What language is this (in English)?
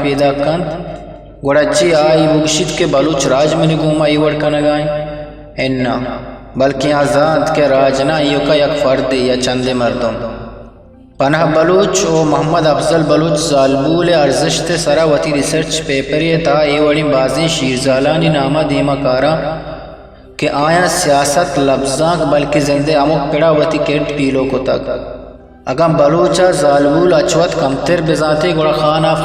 Eastern Balochi